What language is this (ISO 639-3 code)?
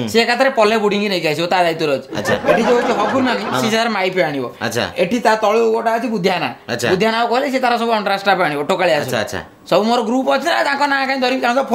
ori